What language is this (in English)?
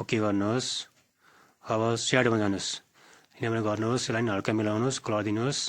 Nepali